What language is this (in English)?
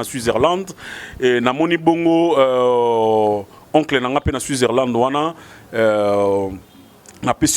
Lingala